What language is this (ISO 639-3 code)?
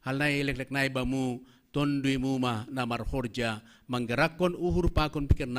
bts